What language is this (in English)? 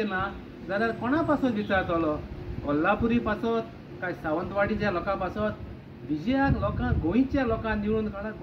Konkani